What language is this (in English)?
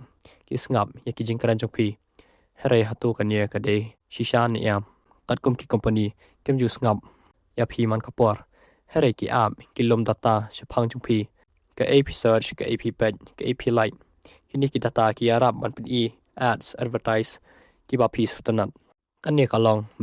Khasi